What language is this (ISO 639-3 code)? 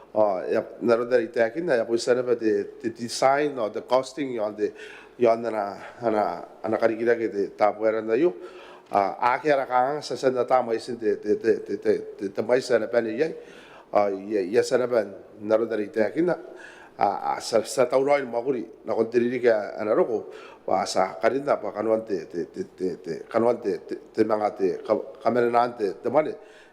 gil